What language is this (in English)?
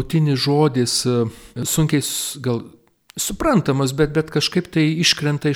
Lithuanian